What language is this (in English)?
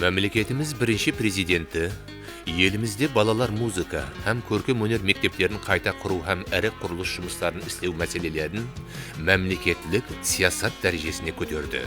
Kara-Kalpak